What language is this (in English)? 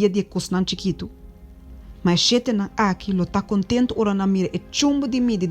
Papiamento